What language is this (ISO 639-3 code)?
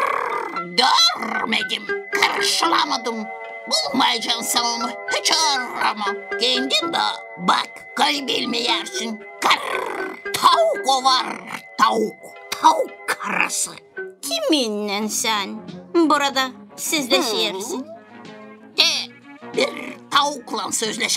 gag